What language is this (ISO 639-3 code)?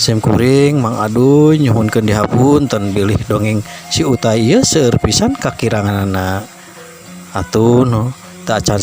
sun